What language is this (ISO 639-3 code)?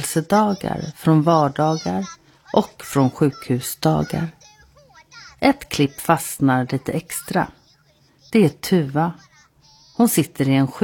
swe